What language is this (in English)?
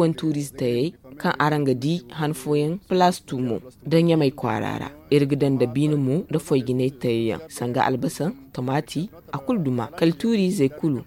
Zarma